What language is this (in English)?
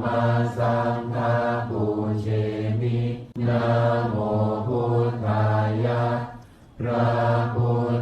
Pali